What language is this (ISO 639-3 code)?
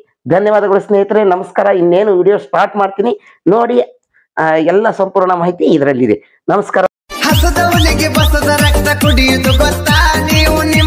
kan